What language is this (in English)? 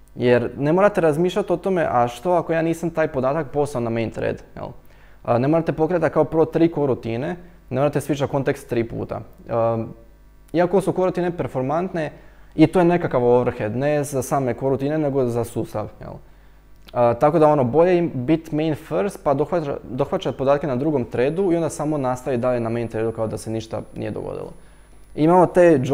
Croatian